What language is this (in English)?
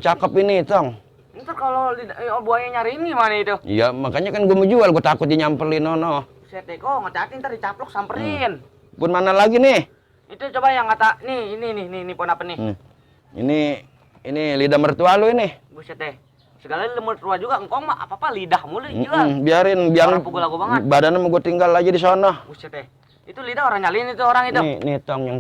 Betawi